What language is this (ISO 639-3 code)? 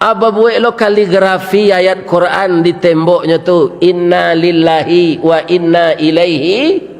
min